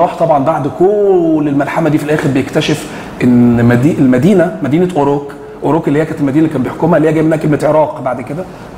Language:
Egyptian Arabic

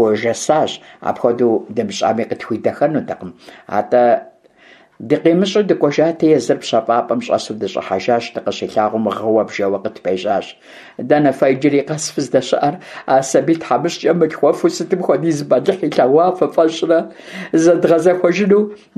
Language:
Kabardian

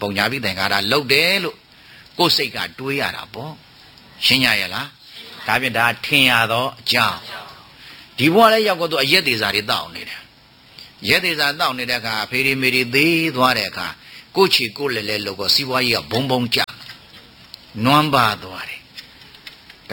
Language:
Burmese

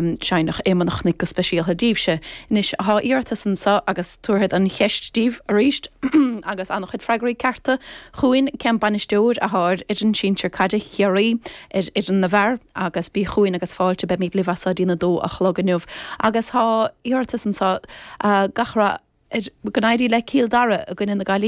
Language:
Irish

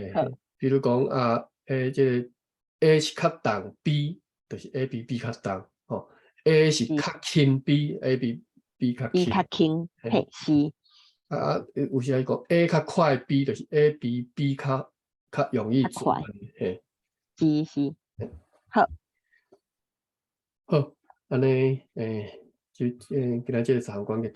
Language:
Min Nan Chinese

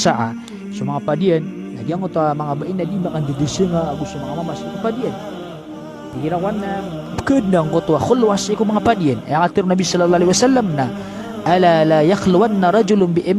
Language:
Maranao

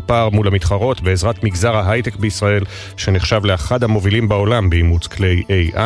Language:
Hebrew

